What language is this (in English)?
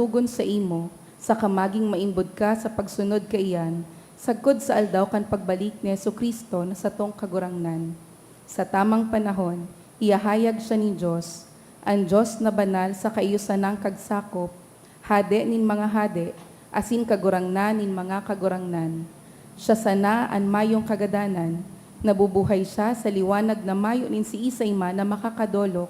Bikol